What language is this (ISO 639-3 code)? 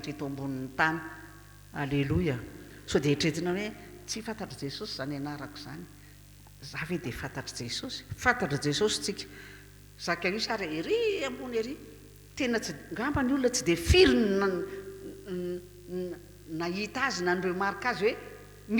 mlg